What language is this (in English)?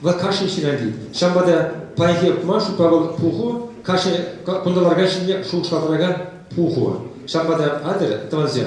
Chuvash